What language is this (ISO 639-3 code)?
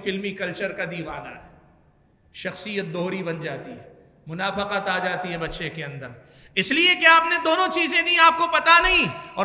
urd